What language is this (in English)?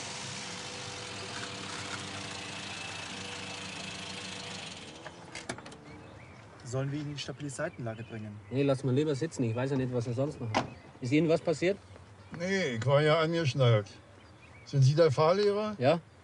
German